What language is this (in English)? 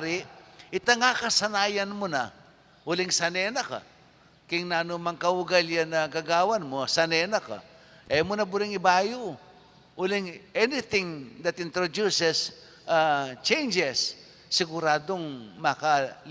Pampanga